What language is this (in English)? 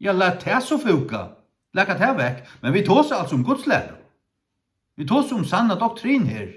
Faroese